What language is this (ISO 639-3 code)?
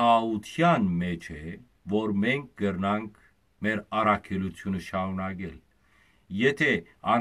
hyw